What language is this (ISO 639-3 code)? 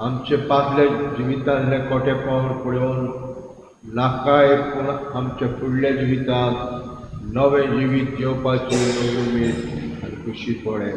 kok